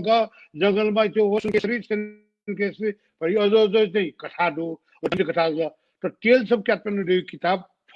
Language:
Newari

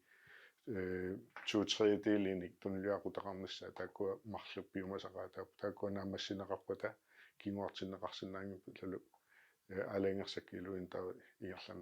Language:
Kalaallisut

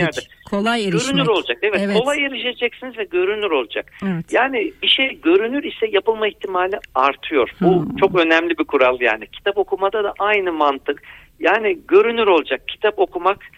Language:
Turkish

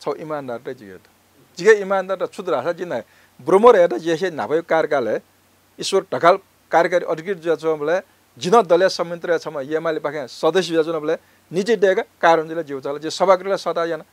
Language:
Newari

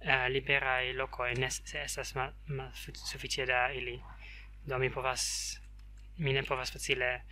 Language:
Esperanto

